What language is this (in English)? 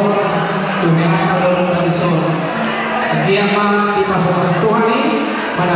Batak Toba